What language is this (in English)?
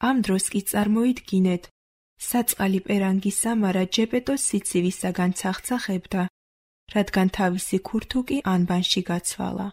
Georgian